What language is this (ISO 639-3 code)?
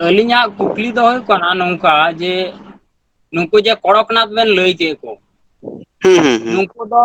sat